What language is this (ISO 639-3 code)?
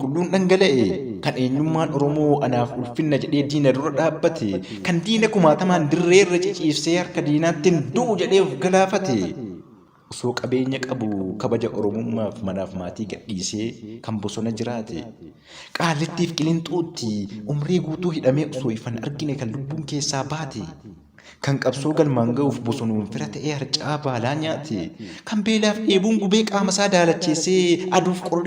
orm